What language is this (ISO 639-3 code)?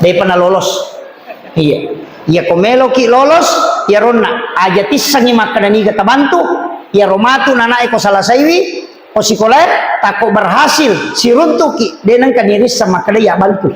bug